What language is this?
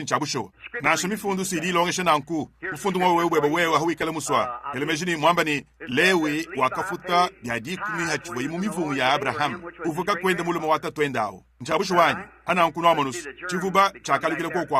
Luba-Lulua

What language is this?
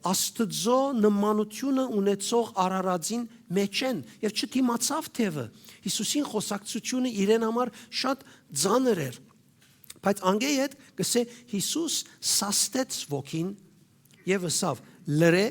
Western Armenian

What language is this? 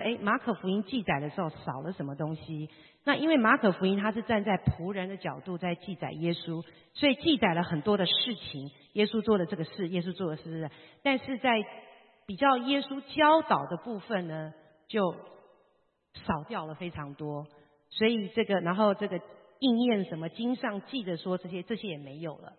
Chinese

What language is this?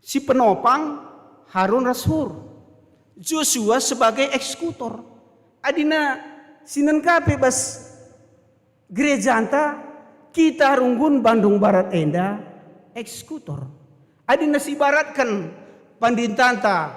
Batak Karo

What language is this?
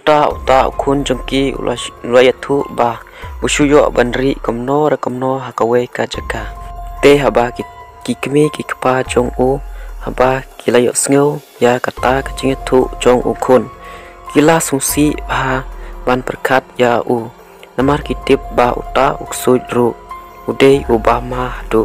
Khasi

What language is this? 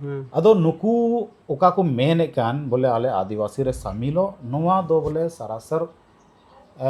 Santali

